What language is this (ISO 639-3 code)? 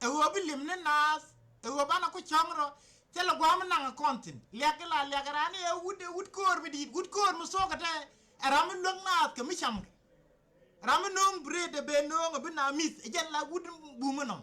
nus